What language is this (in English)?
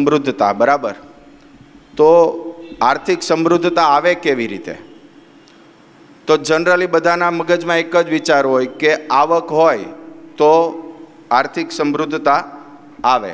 Gujarati